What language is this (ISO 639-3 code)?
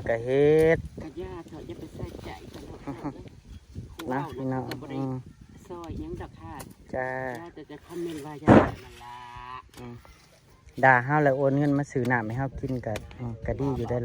tts